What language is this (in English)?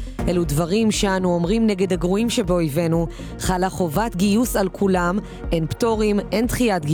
Hebrew